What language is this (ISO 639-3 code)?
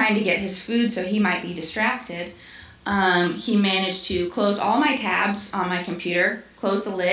eng